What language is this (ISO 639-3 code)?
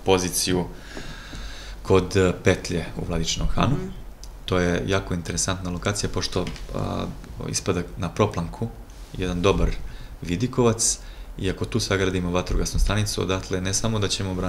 srp